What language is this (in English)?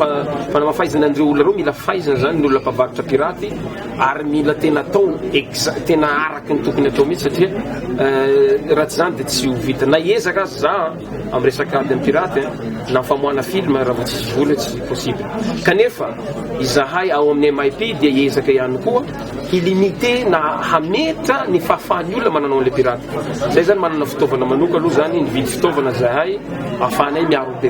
Malagasy